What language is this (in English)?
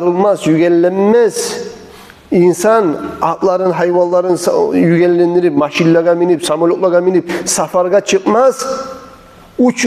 Kumyk